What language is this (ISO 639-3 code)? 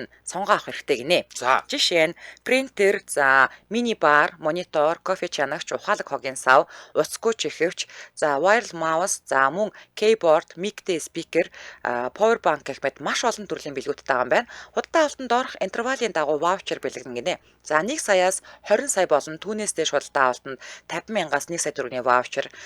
mon